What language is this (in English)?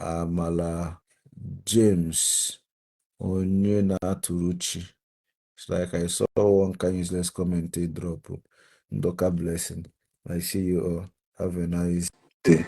Igbo